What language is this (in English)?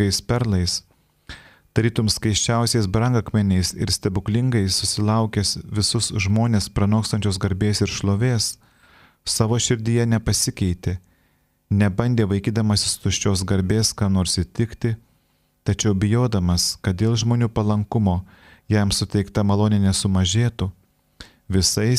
Lithuanian